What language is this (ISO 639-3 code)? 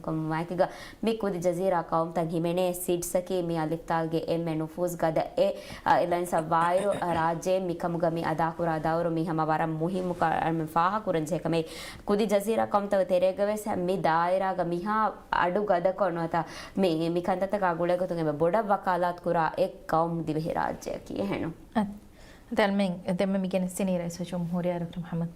div